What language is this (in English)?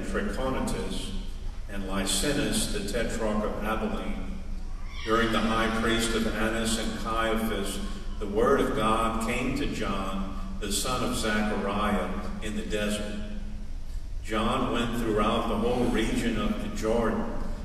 English